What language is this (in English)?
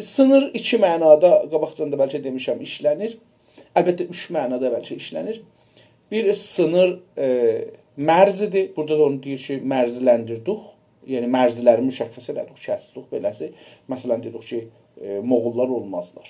South Azerbaijani